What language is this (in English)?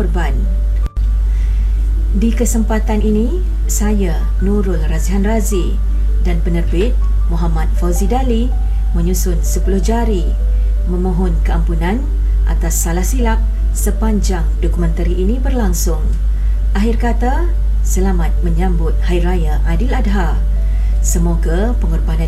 Malay